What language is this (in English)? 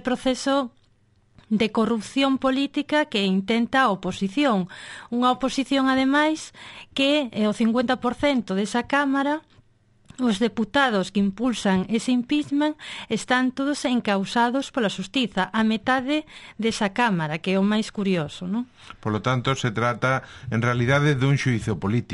Galician